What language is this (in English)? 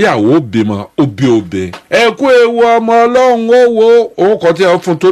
Yoruba